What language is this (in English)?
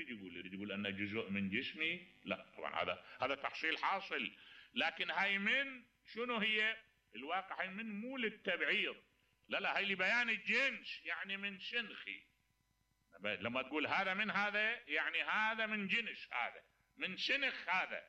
Mesopotamian Arabic